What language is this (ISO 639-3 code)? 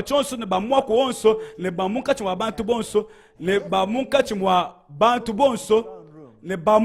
lua